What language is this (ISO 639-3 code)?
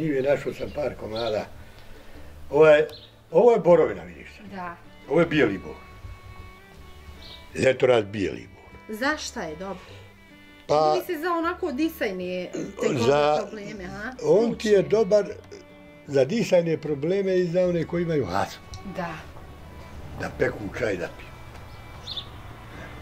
bos